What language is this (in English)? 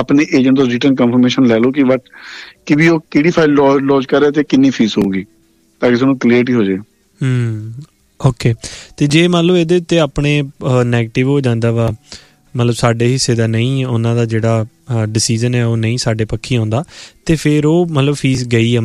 Punjabi